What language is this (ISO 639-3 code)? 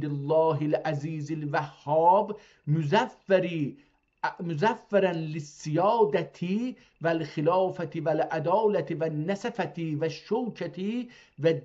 azb